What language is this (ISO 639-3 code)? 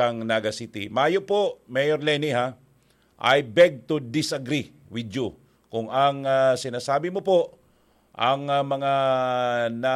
bik